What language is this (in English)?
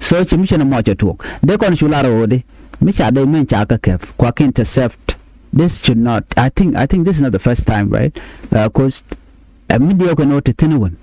Nuer